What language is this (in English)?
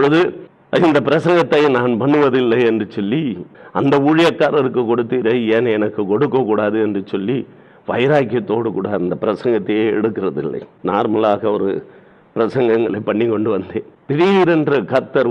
Tamil